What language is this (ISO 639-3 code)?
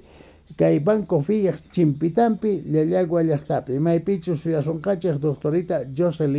quh